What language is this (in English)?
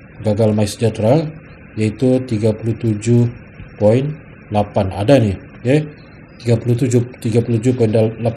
Malay